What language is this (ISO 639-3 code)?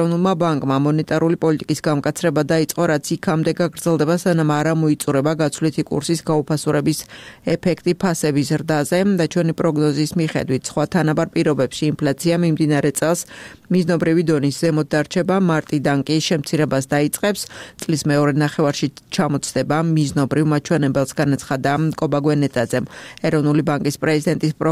kat